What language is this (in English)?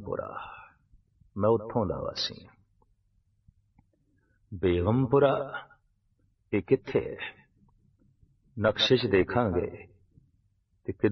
Punjabi